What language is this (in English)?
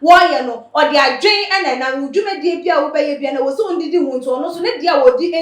Akan